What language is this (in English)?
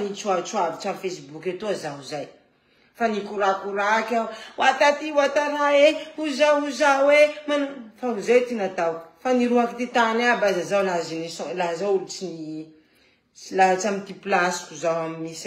Malagasy